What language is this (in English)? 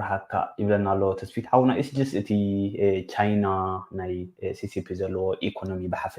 Tigrinya